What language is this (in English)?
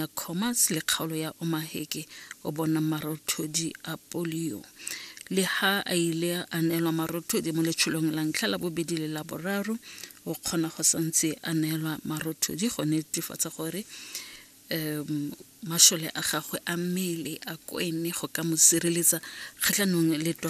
Tswana